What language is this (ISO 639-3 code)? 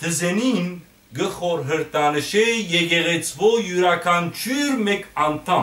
hyw